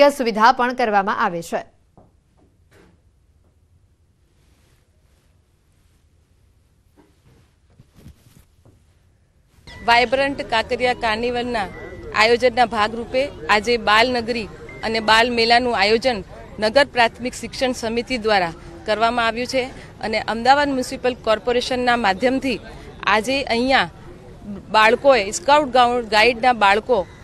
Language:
Gujarati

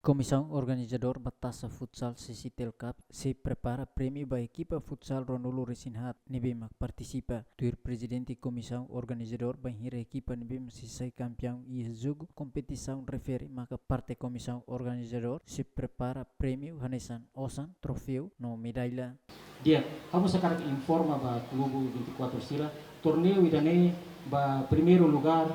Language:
Tetum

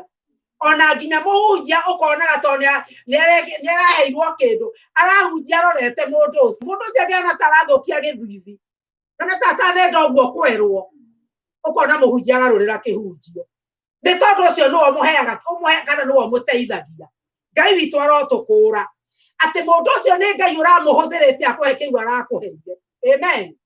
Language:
Kikuyu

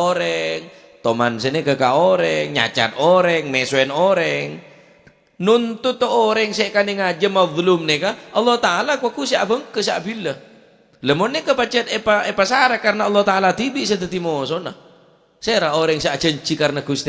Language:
Madurese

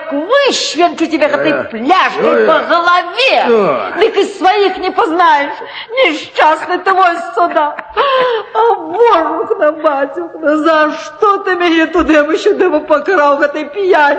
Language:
Belarusian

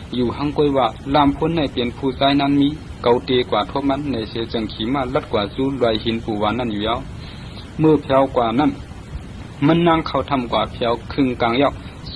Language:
Shan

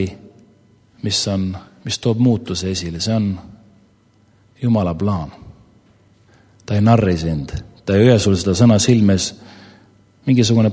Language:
Estonian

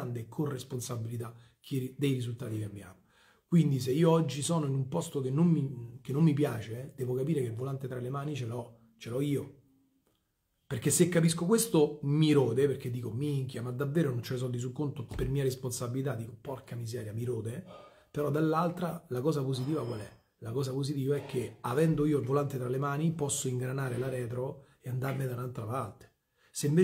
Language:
Italian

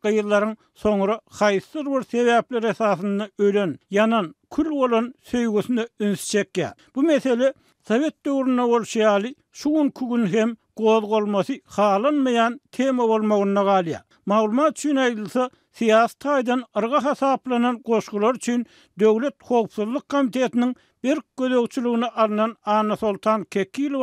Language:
Turkmen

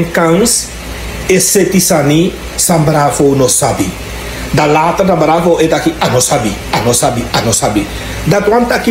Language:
Sranan Tongo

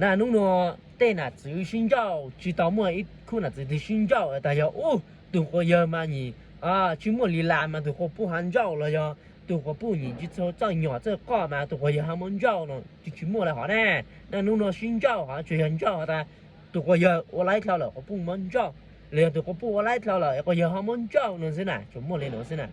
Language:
Hmong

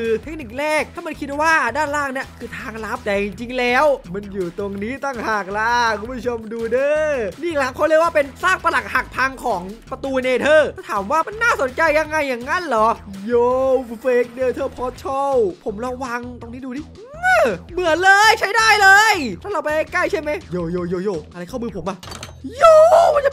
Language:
Thai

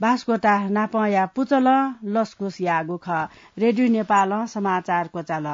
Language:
Newari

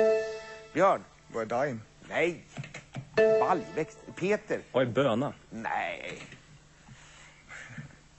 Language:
Swedish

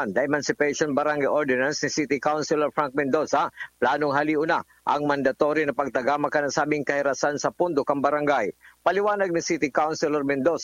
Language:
Bikol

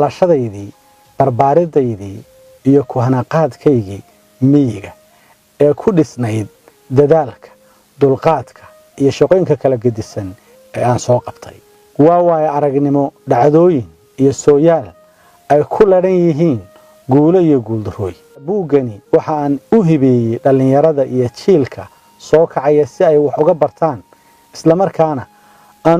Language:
Somali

